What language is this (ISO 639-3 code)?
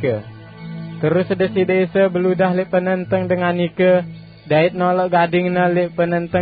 sas